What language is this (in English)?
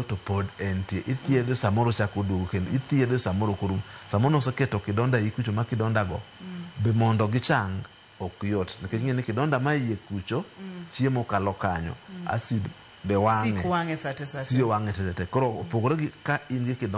Luo (Kenya and Tanzania)